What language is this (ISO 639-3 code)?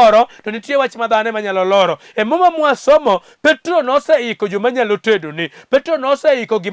luo